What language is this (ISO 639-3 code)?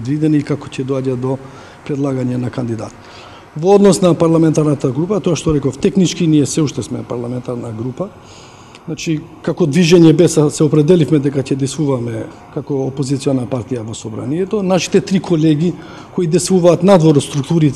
mkd